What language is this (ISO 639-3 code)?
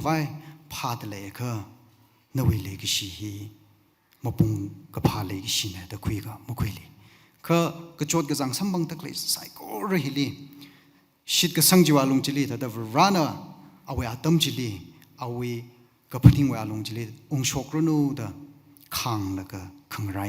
nmf